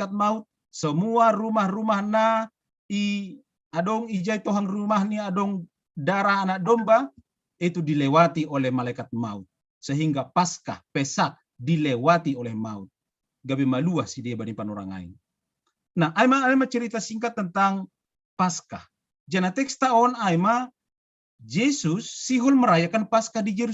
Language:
Batak Simalungun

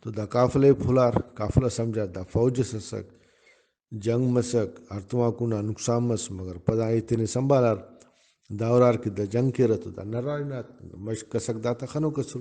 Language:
Brahui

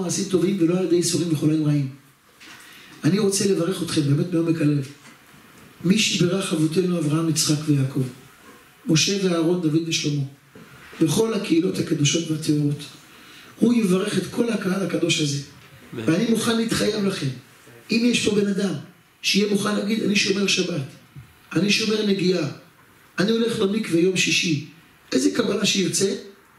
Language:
Hebrew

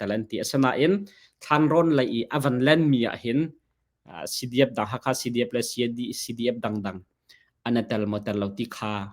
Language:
Hakha Chin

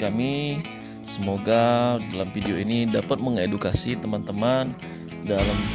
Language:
Indonesian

